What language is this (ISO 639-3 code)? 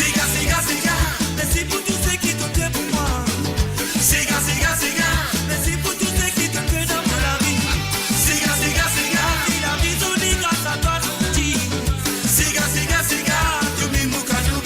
mfe